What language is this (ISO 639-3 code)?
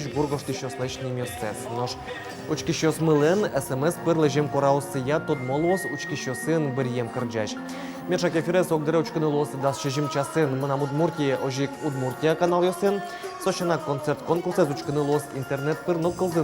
udm